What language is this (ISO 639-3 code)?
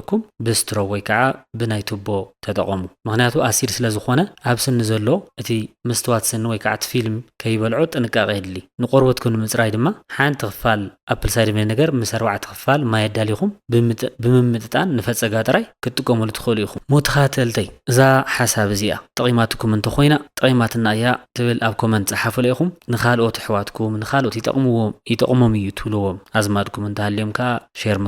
tir